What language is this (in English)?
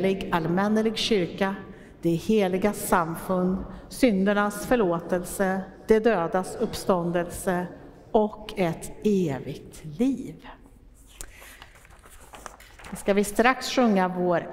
Swedish